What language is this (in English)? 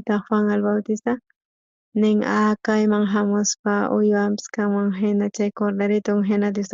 South Bolivian Quechua